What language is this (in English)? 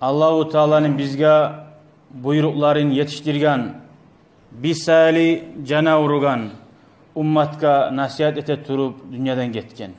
Kumyk